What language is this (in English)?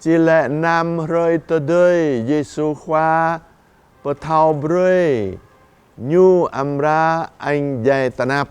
Jarai